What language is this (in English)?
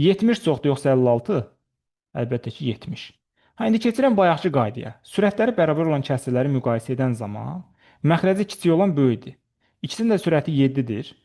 Azerbaijani